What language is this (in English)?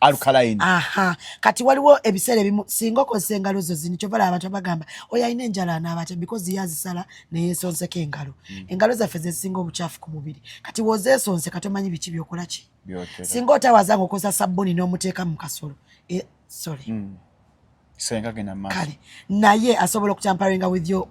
Ganda